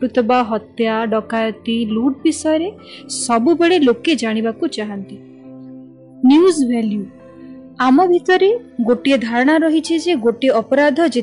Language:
Odia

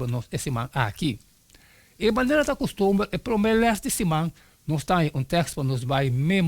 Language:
Papiamento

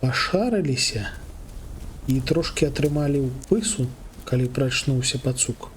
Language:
Belarusian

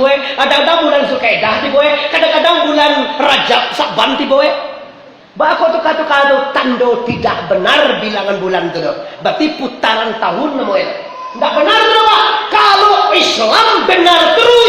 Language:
Minangkabau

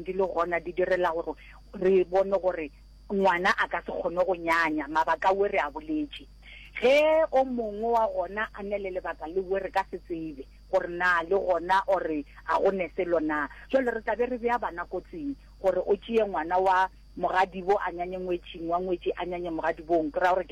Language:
Northern Sotho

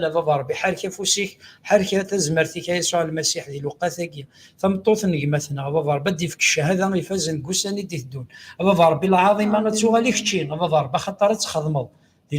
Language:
Kabyle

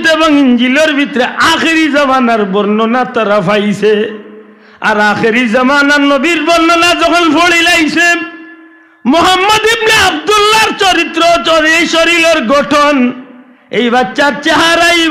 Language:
Sylheti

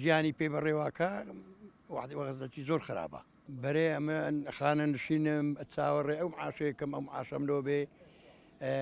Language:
Central Kurdish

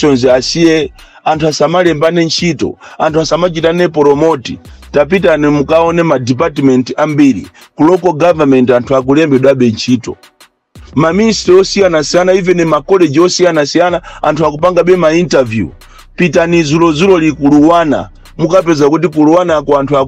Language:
Nyanja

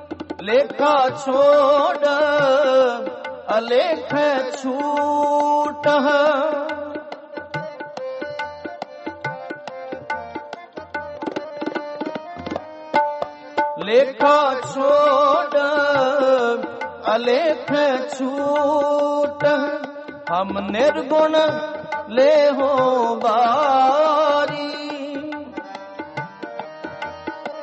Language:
Punjabi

